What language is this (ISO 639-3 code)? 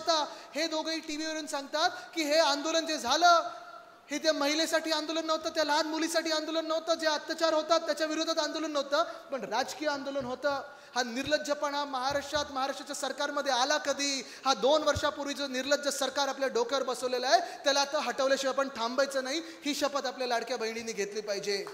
mar